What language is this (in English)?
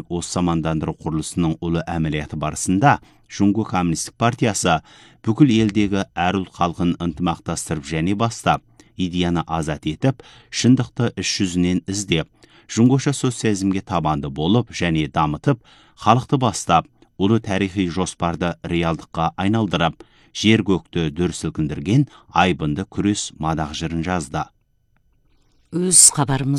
Kazakh